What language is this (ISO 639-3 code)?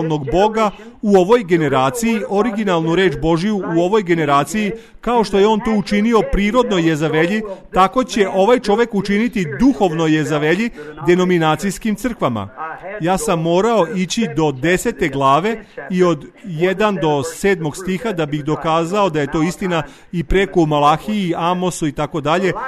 srp